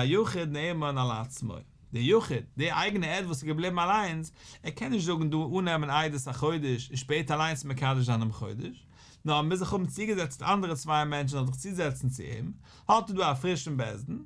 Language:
Yiddish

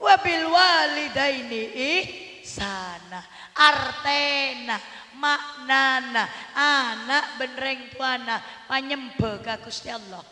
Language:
Madurese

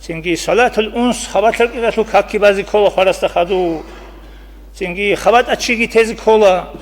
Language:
Avaric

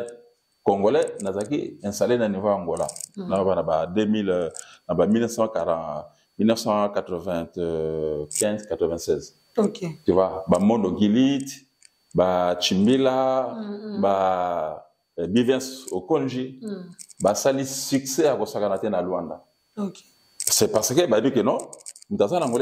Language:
Lingala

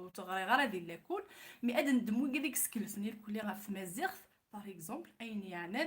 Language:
Kabyle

